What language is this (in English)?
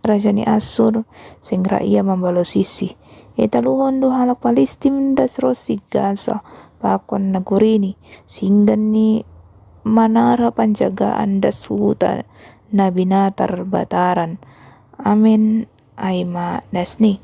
Batak Simalungun